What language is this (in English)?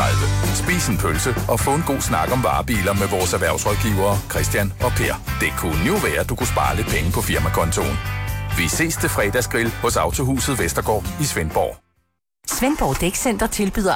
Danish